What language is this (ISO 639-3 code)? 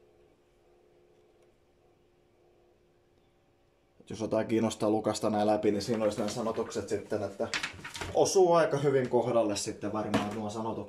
fin